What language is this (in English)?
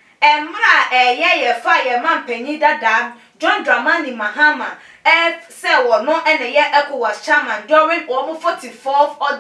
Akan